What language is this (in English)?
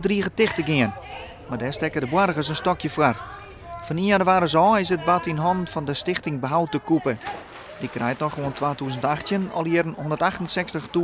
Western Frisian